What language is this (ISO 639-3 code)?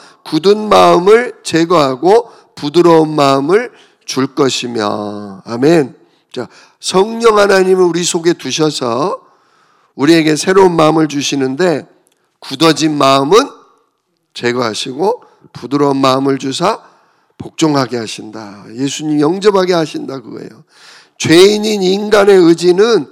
kor